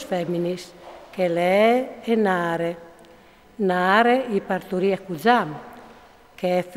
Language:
Friulian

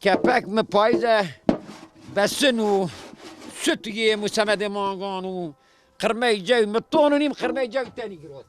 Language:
Zaza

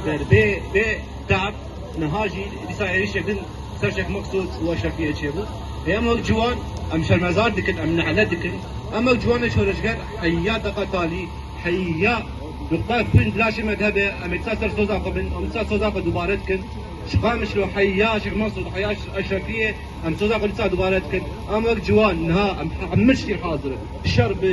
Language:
Kurdish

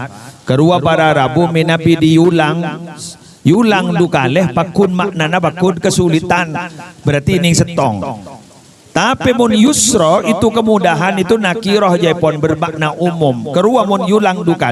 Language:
Madurese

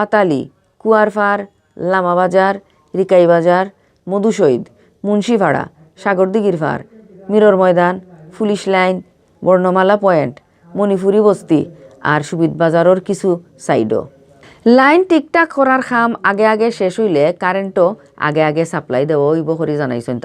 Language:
Sylheti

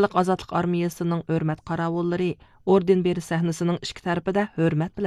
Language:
Uyghur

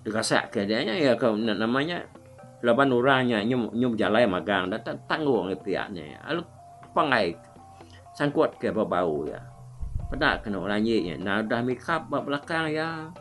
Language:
Iban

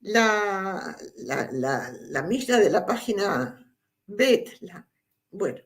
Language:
Ladino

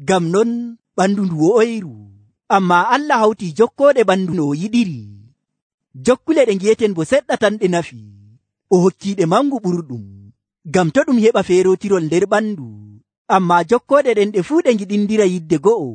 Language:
Nigerian Fulfulde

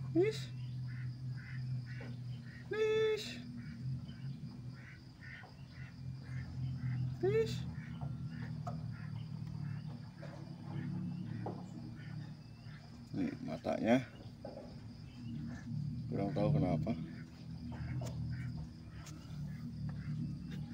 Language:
Indonesian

